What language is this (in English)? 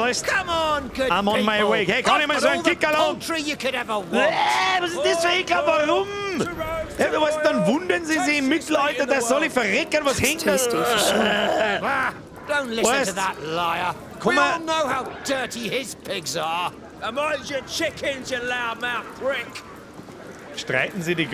Bavarian